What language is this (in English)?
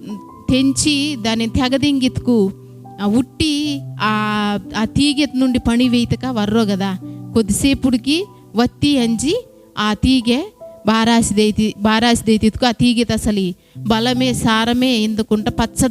Koya